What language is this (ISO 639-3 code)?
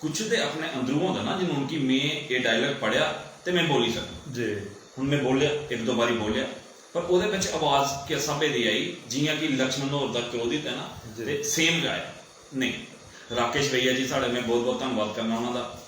doi